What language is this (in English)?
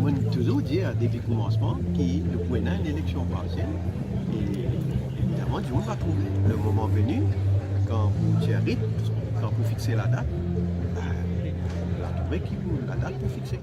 Morisyen